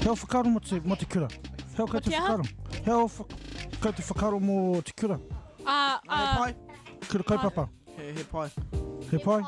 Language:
Māori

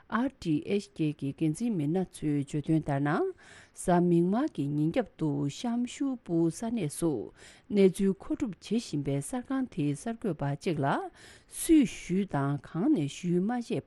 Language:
Tibetan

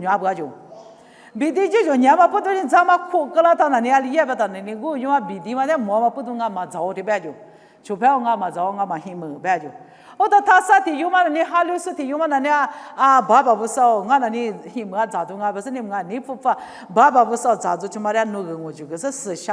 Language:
Lisu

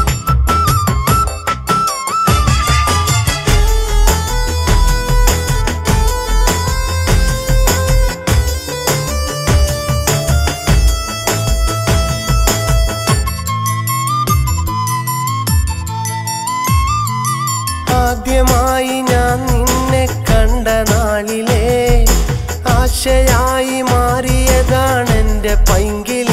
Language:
Malayalam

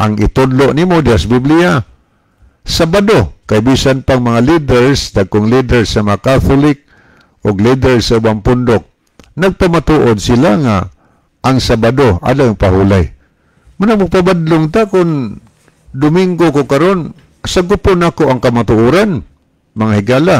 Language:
Cebuano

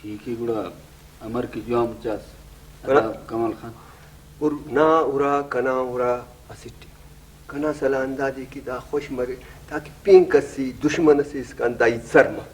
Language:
Brahui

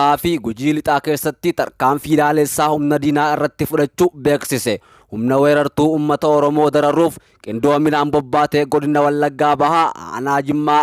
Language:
Oromo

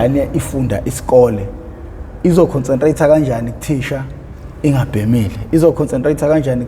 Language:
Zulu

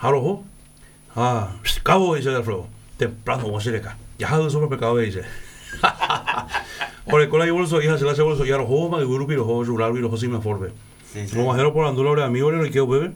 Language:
Guarani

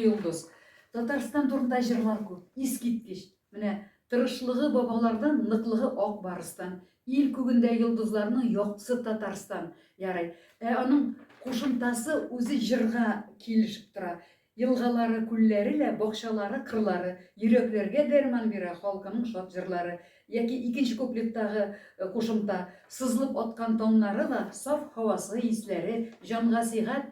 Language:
Tatar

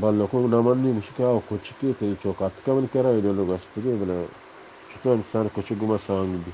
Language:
Baluchi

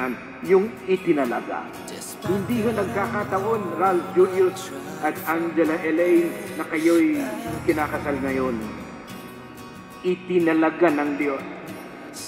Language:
Filipino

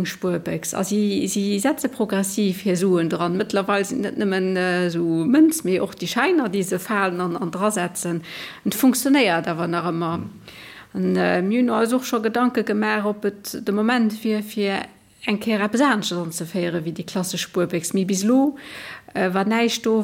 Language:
Luxembourgish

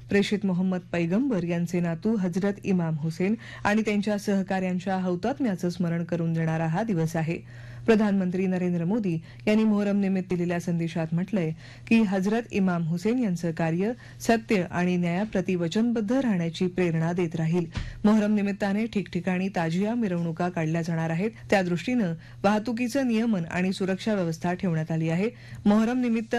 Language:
Marathi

